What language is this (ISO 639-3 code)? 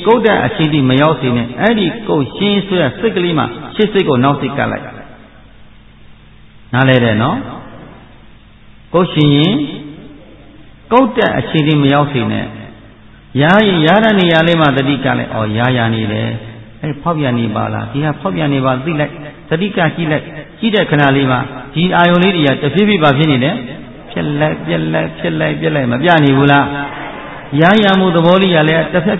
mya